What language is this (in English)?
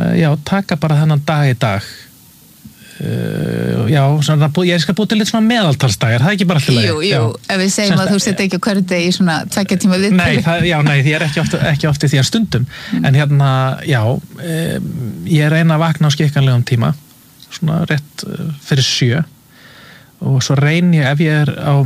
Icelandic